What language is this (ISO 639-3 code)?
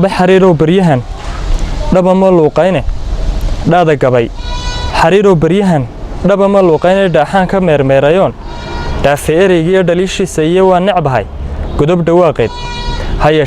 som